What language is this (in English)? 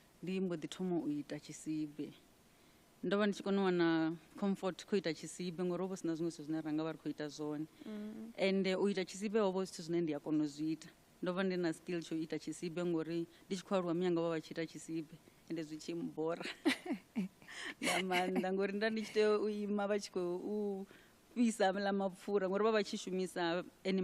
Venda